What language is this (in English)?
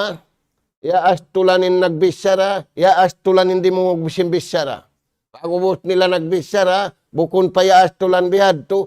Tausug